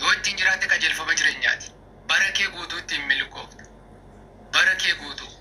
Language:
Oromo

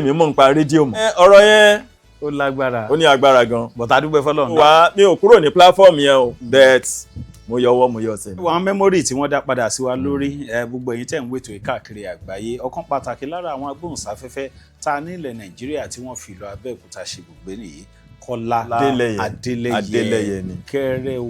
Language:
Yoruba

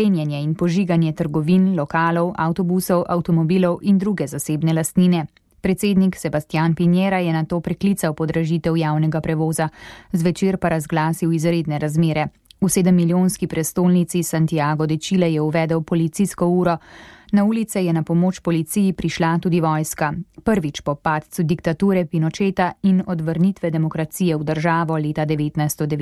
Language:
Slovenian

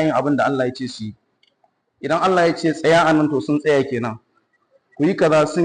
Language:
Hausa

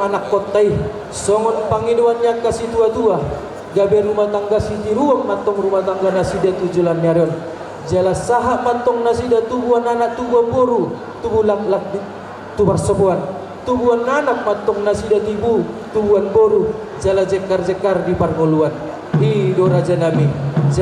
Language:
Batak Toba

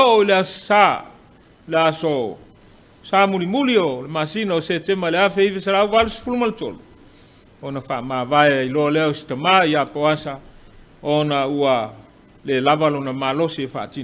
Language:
Samoan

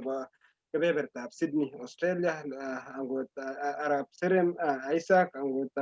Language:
Kalenjin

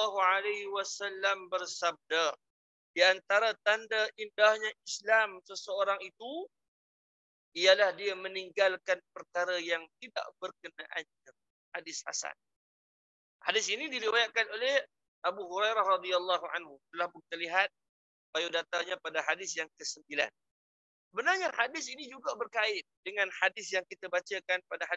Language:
Malay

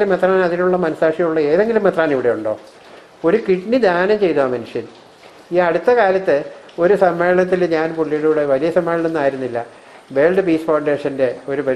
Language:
Malayalam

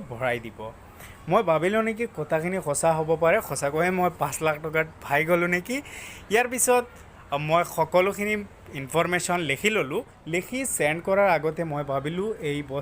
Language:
Assamese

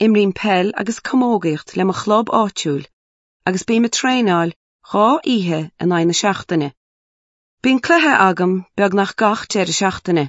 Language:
Irish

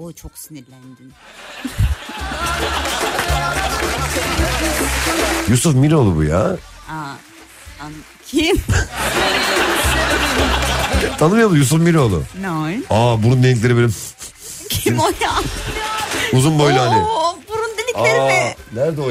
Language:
Turkish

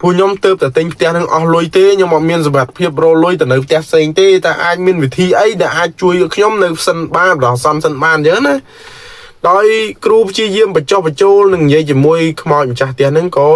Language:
Khmer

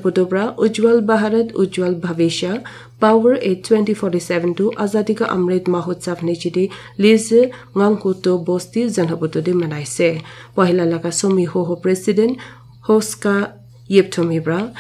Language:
Naga Pidgin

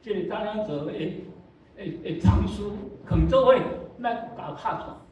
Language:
Min Nan Chinese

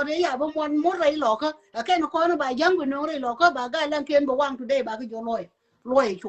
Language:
Nuer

